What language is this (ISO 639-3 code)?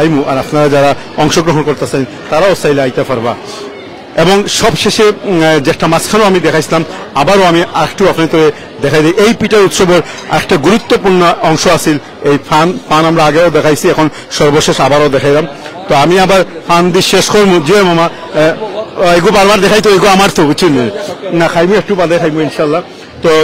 syl